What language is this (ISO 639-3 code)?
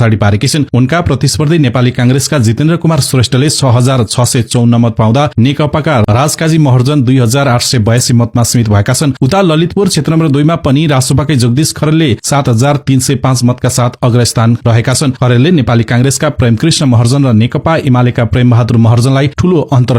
nep